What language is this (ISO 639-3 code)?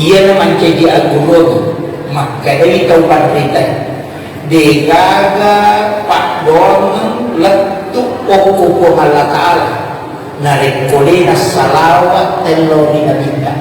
bug